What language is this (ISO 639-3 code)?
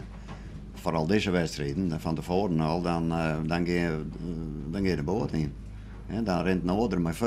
fry